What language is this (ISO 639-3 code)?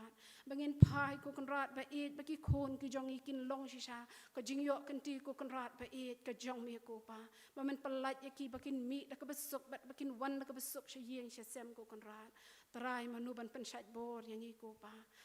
kha